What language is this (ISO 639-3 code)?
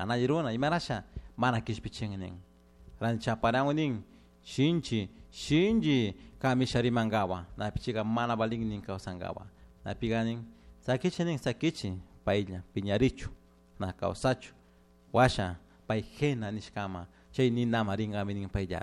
qug